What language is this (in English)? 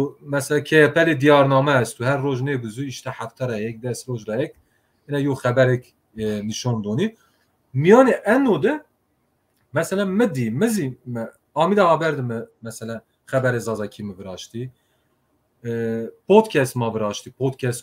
Zaza